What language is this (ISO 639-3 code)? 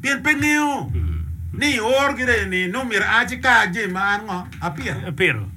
ach